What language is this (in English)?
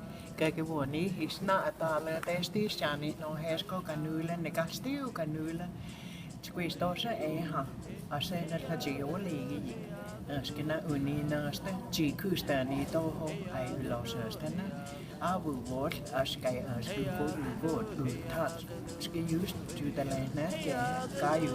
Cherokee